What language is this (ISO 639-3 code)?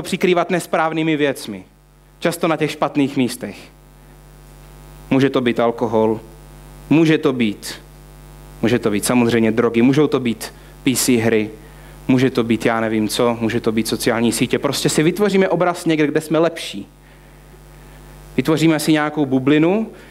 ces